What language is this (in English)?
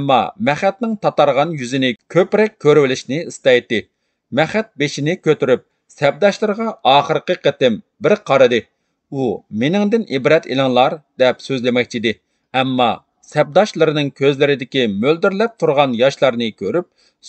Uyghur